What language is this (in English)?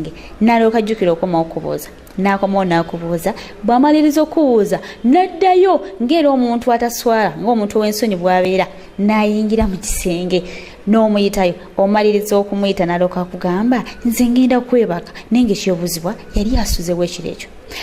Ganda